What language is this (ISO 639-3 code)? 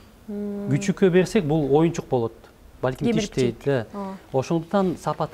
kir